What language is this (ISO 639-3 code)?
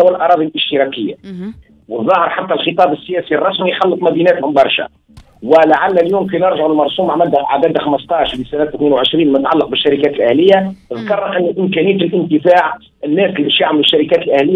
aeb